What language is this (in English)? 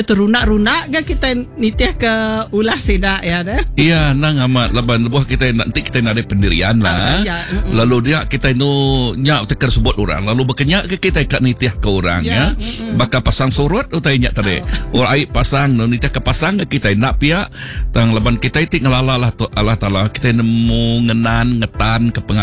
Iban